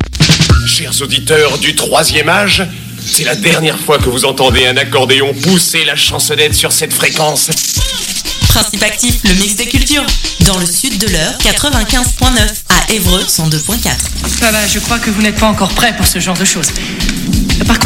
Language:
French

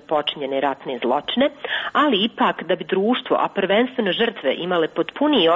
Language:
Croatian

